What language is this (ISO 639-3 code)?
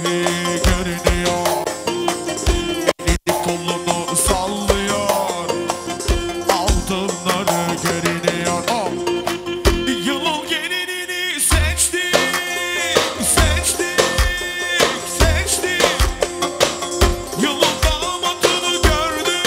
tur